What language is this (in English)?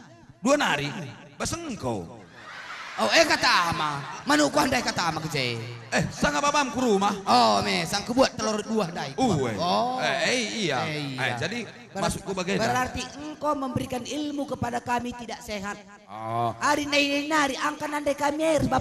Batak Karo